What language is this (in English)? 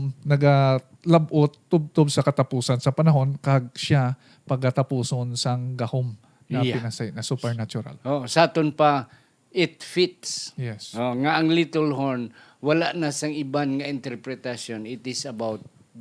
Hiligaynon